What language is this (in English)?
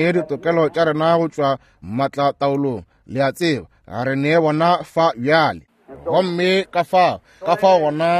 Northern Sotho